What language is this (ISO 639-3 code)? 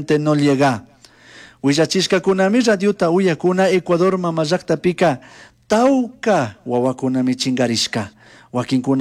qug